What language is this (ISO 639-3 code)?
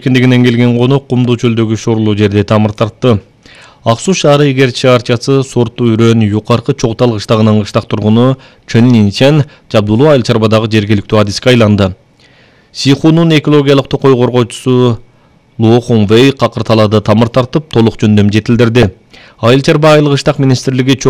kir